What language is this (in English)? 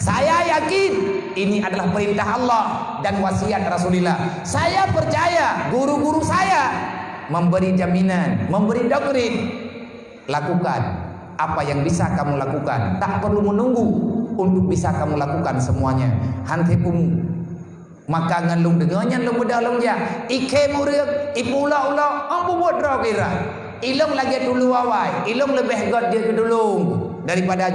Achinese